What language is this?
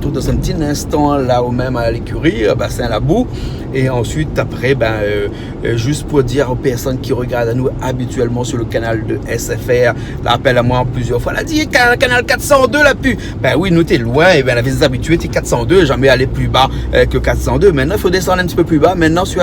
Réunion Creole French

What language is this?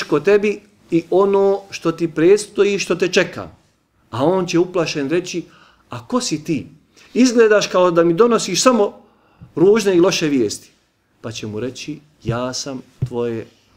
Bosnian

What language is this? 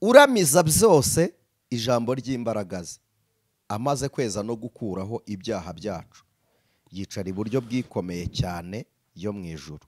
Kinyarwanda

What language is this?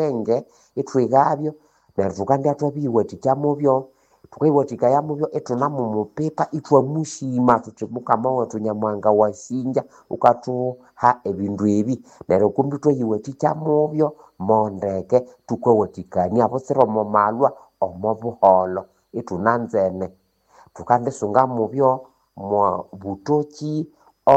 Nande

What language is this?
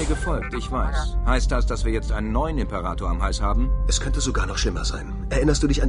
Bavarian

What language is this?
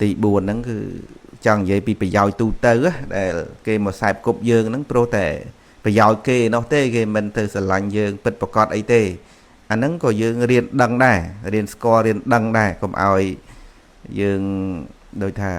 Khmer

